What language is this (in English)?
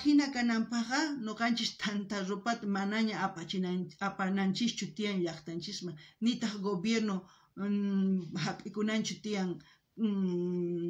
South Bolivian Quechua